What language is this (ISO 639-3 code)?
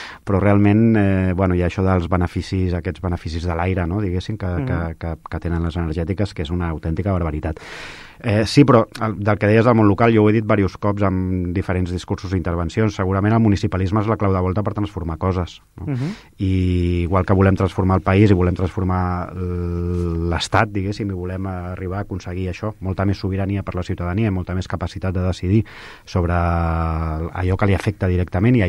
cat